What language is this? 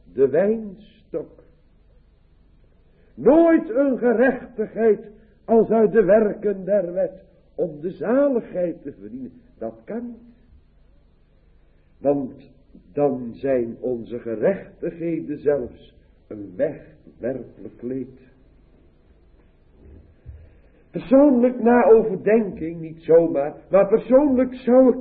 Dutch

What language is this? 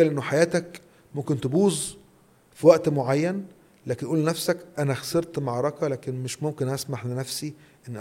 Egyptian Arabic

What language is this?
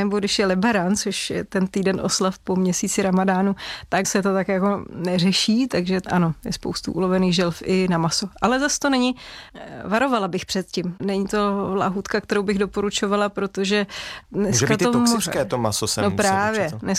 Czech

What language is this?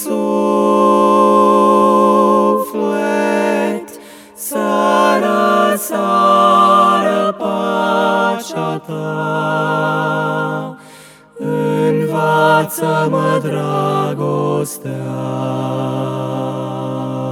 Romanian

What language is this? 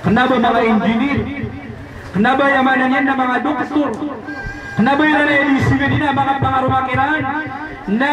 Maranao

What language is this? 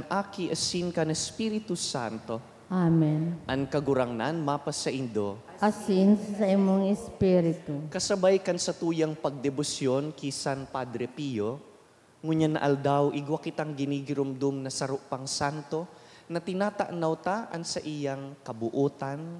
Bikol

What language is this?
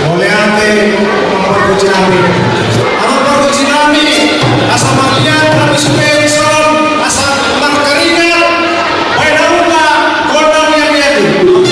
Batak Toba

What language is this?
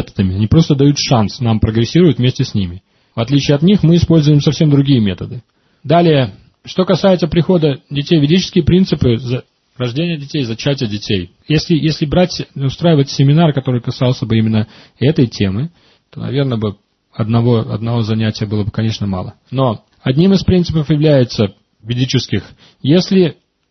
Russian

